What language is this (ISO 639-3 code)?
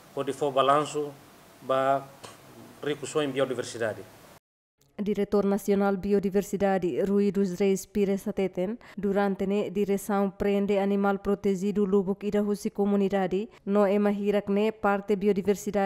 tet